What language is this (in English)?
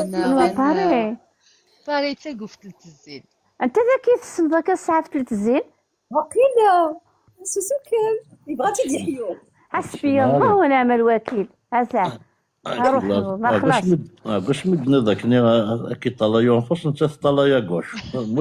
Kabyle